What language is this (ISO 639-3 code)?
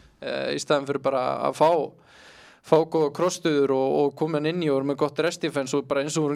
isl